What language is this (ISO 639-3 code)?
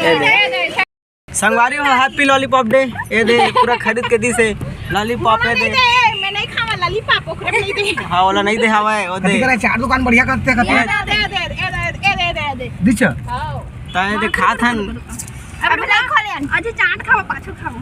hne